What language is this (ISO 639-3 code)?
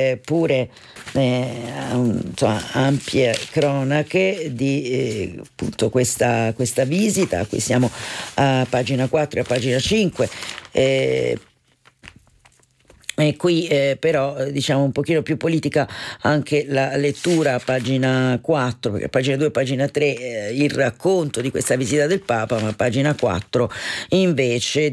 ita